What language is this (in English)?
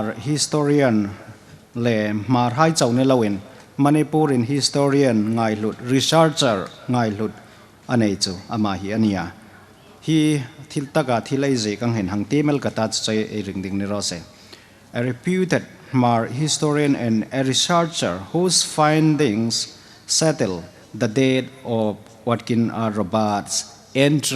Hmar